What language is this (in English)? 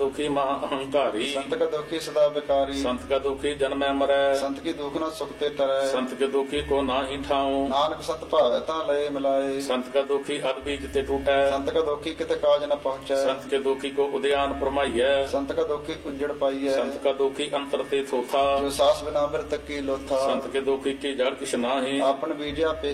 Punjabi